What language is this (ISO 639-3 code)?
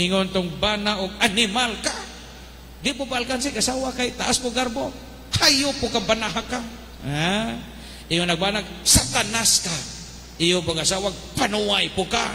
ceb